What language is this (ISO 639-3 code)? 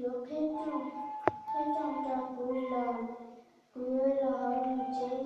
hmn